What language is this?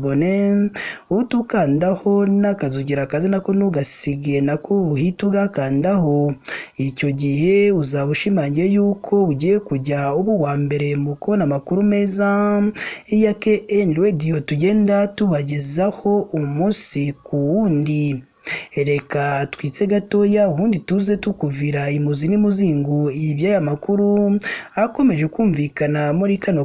Kinyarwanda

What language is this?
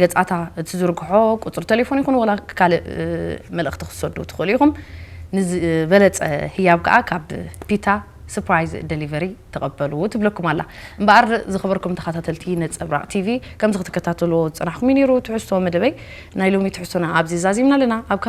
Tigrinya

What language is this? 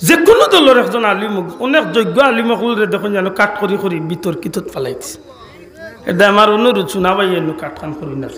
Sylheti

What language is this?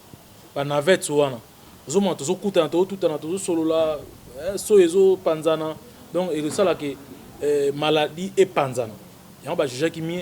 Lingala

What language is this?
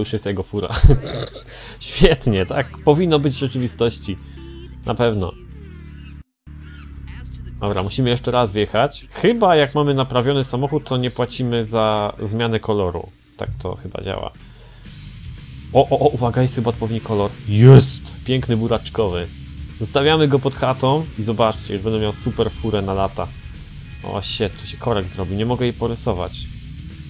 Polish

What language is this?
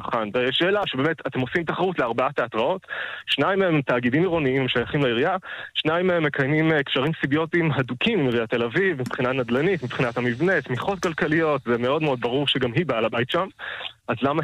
Hebrew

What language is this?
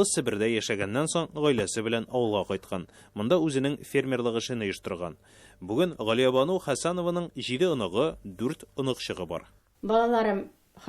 Tatar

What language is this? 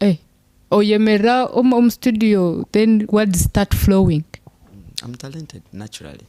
Nyankole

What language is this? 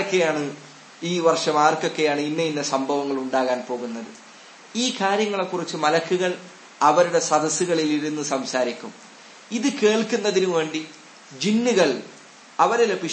Malayalam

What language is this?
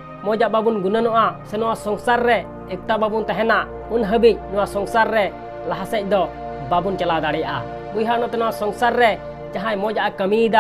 Santali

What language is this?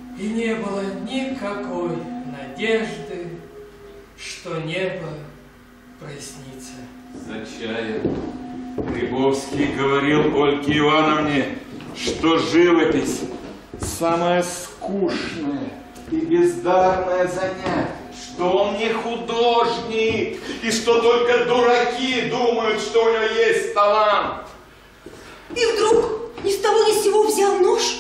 Russian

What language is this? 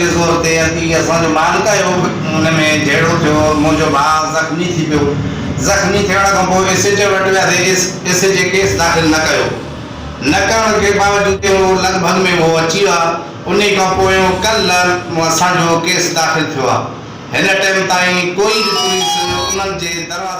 Sindhi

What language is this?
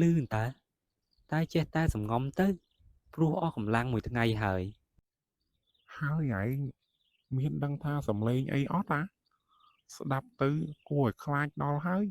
Khmer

